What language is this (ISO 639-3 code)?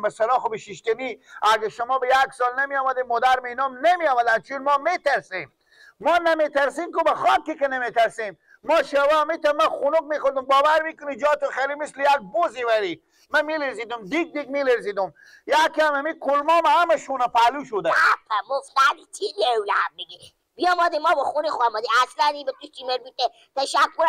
fas